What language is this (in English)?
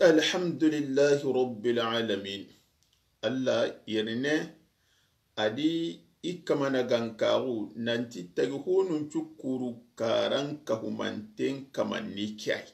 Soninke